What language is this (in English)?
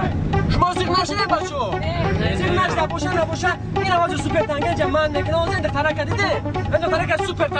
Tajik